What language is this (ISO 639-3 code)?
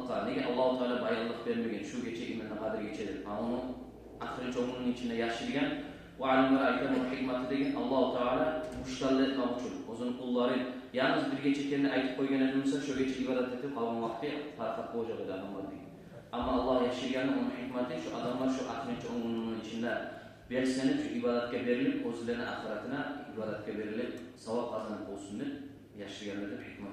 kum